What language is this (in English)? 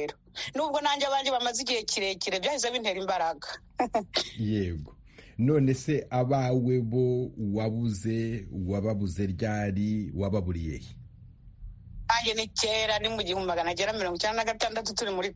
Kinyarwanda